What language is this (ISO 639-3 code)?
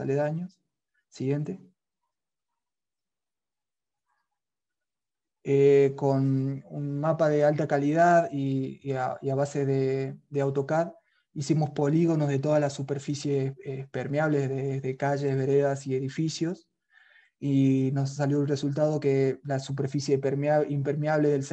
spa